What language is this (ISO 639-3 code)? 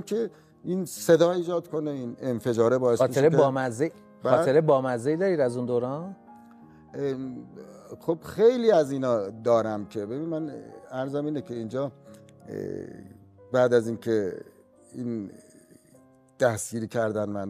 fas